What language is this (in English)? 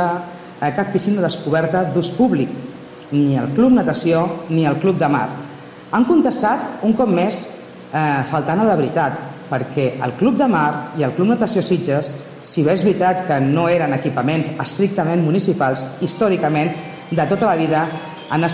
Catalan